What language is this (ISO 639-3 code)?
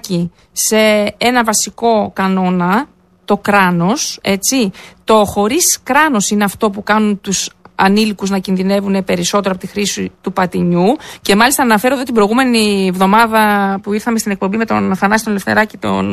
ell